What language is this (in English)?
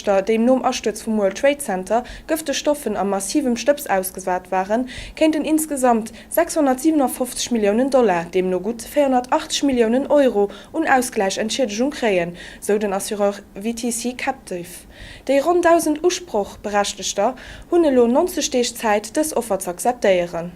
Luxembourgish